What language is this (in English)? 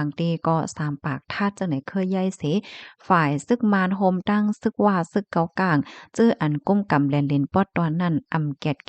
Shan